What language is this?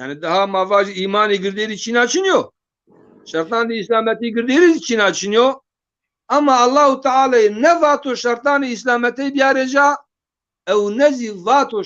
Zaza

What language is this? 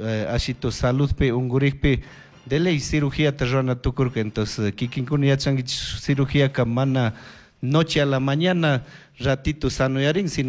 Chimborazo Highland Quichua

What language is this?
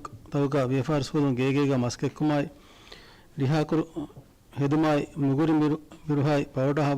Divehi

